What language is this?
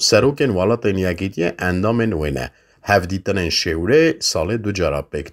Kurdish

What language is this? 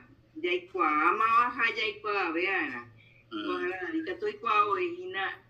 Guarani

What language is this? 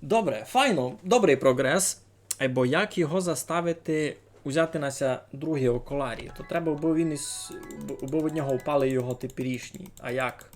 Rusyn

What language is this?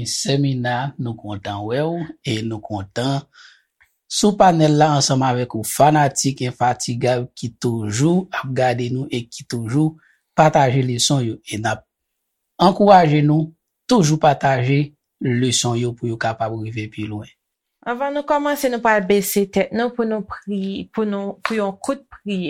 Haitian Creole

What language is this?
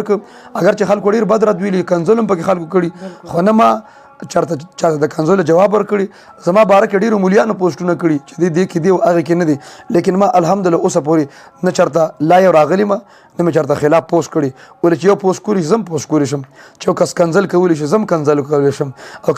Pashto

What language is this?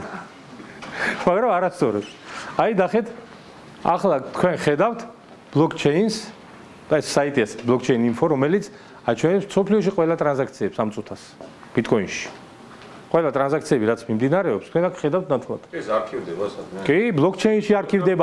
Georgian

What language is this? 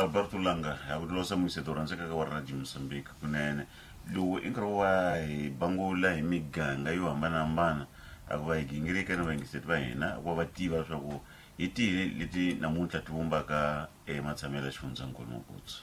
Tsonga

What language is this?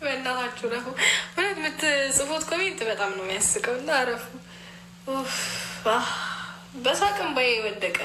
Amharic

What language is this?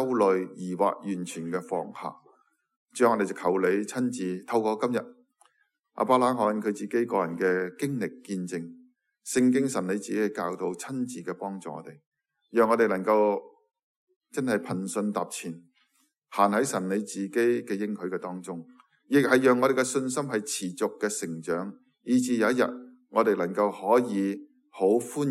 Cantonese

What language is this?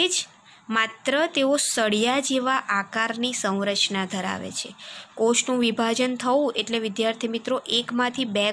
Gujarati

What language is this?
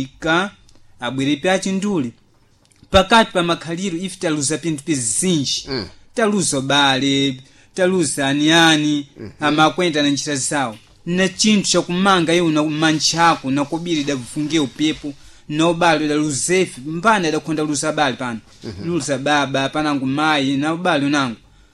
Sena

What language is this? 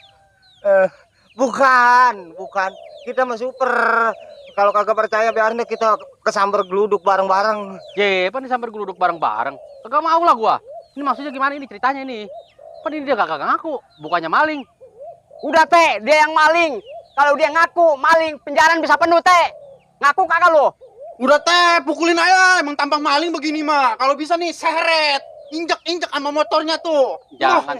Betawi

